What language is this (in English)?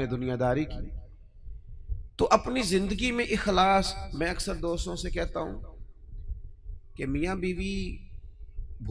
Urdu